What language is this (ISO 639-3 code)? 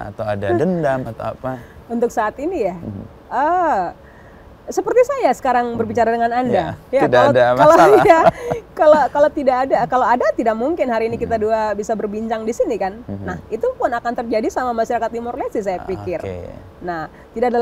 ind